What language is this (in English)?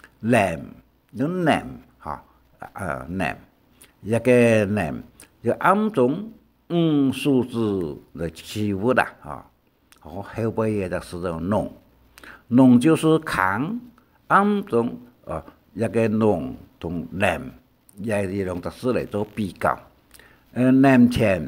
Hakka Chinese